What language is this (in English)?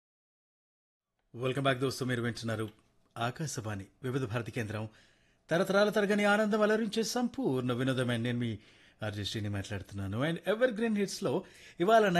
Telugu